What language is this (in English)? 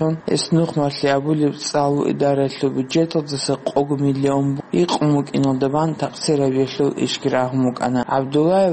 Avaric